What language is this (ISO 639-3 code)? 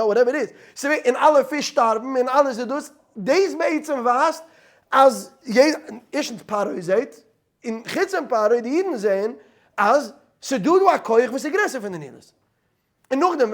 yid